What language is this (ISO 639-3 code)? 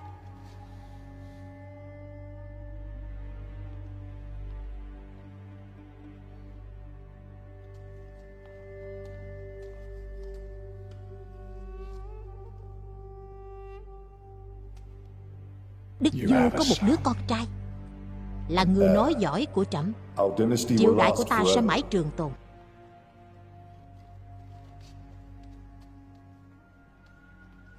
vie